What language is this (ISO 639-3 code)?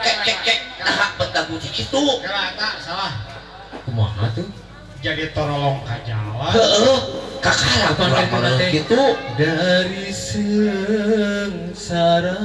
sun